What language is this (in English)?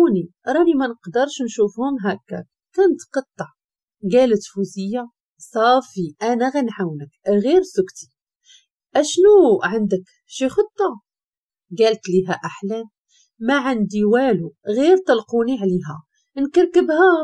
Moroccan Arabic